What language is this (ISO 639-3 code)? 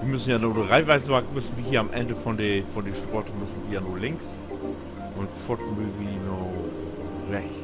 nds